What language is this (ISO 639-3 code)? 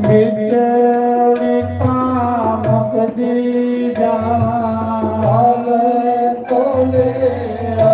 doi